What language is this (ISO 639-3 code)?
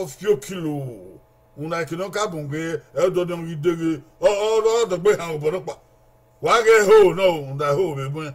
bin